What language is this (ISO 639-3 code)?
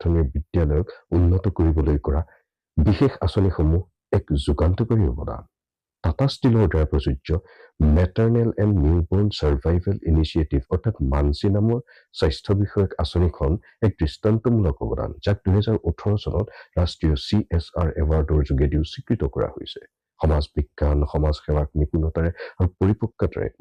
asm